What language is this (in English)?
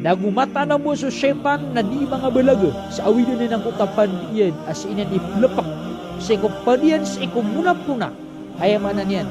Maranao